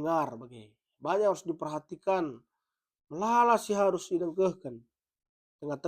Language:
Batak Karo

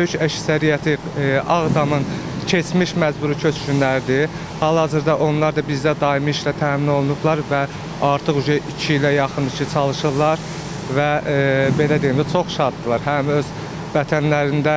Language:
Azerbaijani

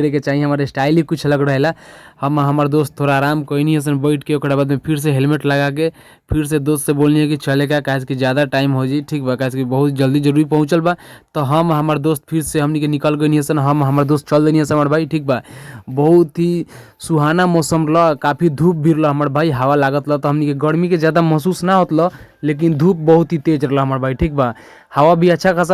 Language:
Bhojpuri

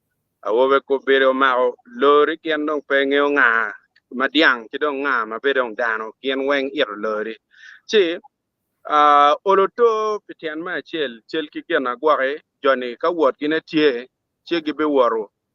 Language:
Acoli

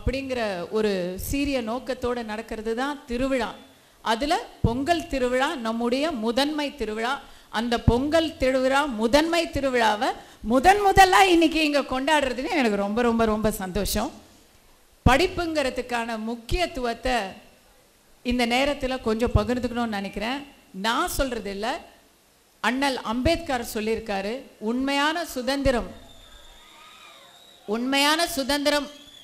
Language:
Tamil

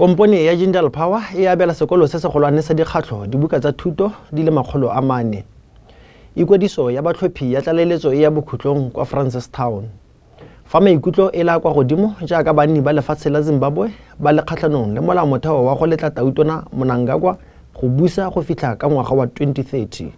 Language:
Tswana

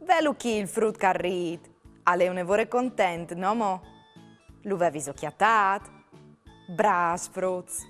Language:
Friulian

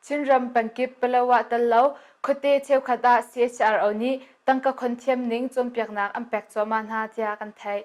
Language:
Hakha Chin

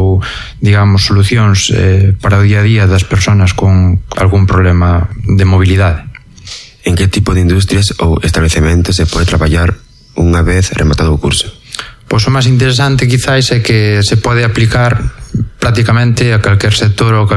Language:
Galician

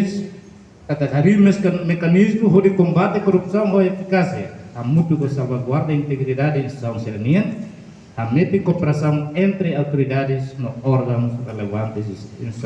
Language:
Tetum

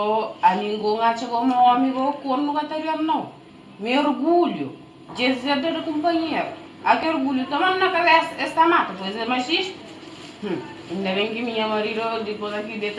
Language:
Kabuverdianu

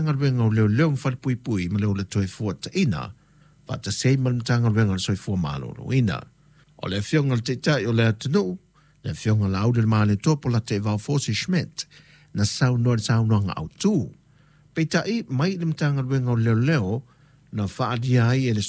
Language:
Samoan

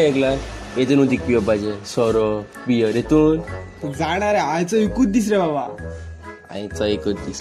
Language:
Konkani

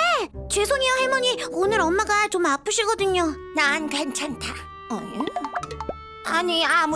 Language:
Korean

